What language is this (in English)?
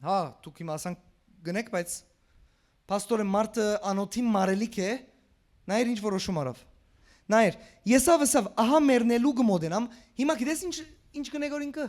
Western Armenian